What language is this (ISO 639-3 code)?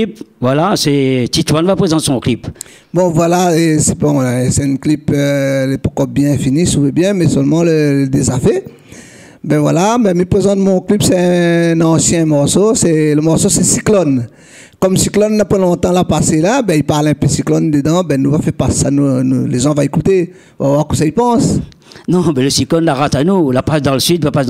rcf